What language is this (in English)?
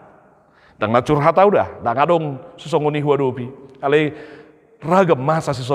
Batak Toba